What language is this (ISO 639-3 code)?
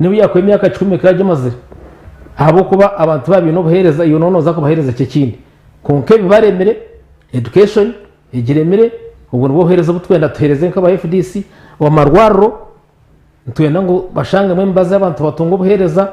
nyn